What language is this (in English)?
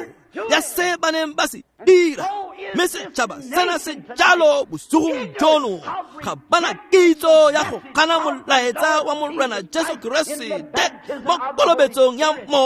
Tswana